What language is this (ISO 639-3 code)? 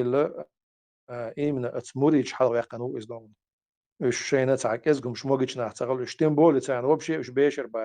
che